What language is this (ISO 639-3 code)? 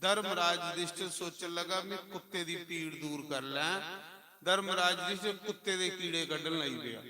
doi